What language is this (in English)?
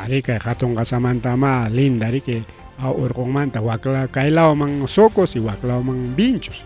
Ayacucho Quechua